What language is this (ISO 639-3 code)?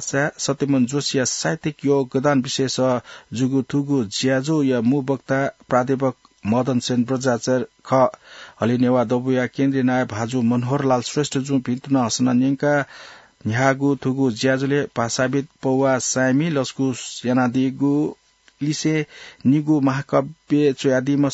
new